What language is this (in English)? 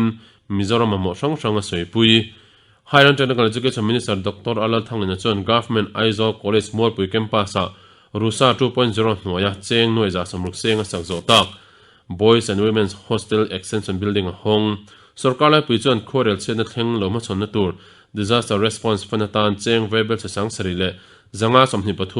Mizo